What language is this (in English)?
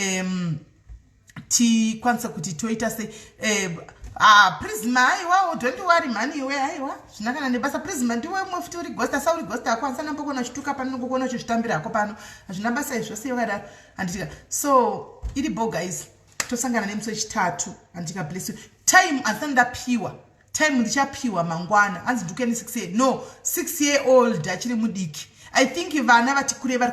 Shona